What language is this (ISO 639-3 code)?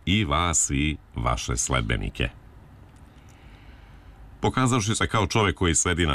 srp